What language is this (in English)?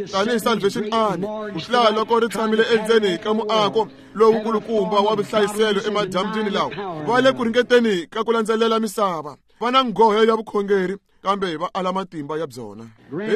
Tsonga